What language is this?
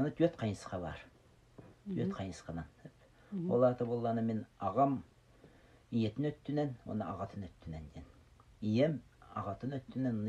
Yakut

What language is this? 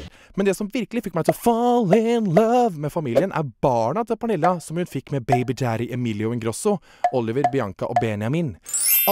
Norwegian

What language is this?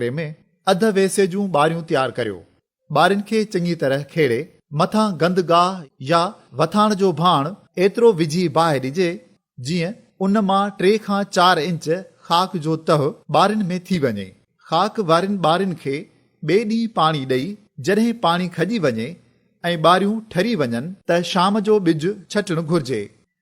Sindhi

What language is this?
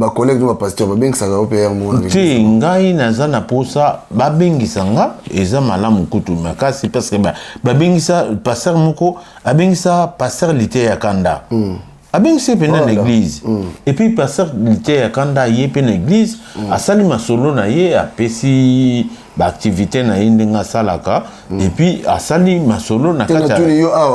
Lingala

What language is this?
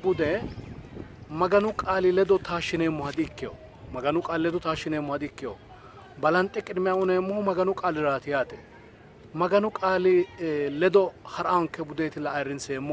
Sidamo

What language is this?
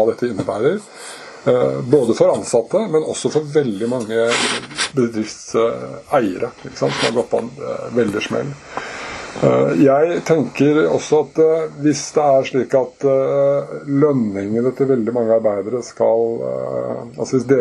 Norwegian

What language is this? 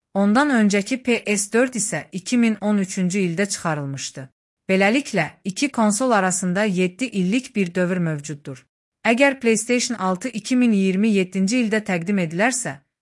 Azerbaijani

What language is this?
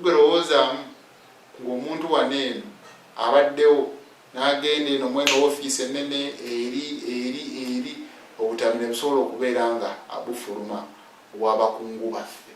Ganda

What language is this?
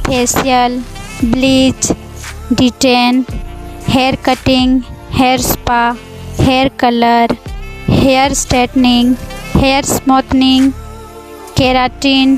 Santali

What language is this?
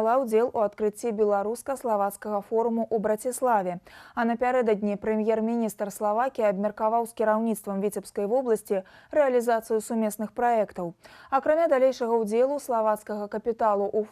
Belarusian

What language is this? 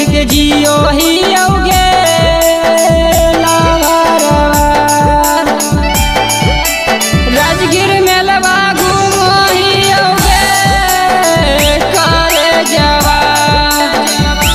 Magahi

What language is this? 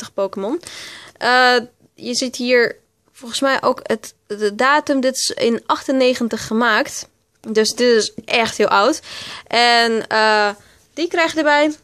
Dutch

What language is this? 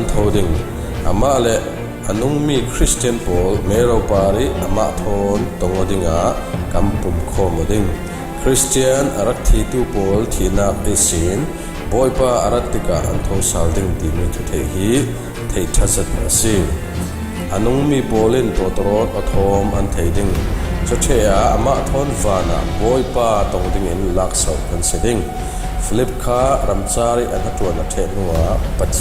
Falam Chin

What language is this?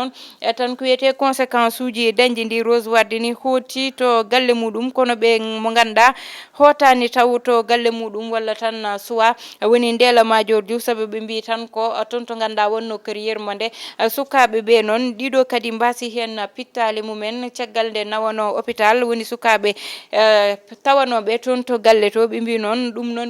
Fula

